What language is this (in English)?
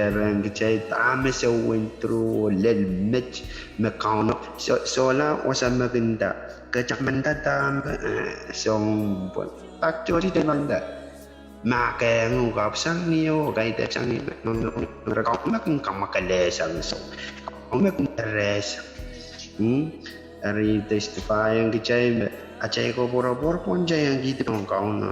Pohnpeian